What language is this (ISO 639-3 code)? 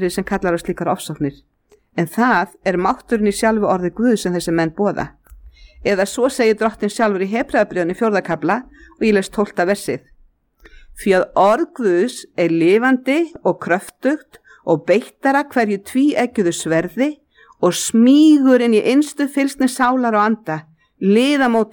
isl